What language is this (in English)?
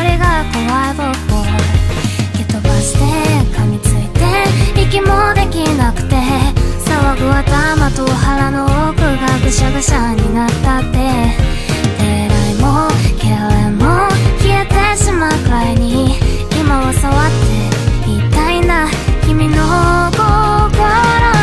Japanese